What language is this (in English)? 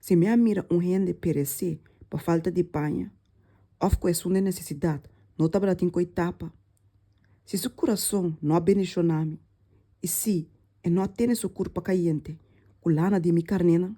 Papiamento